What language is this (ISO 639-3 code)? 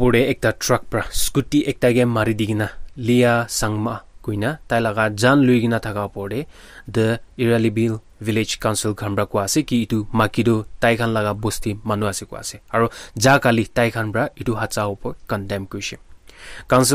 nag